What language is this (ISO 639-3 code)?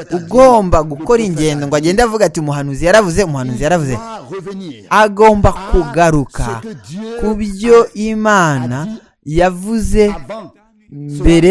kin